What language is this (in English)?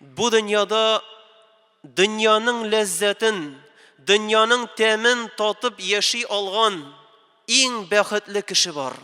Tatar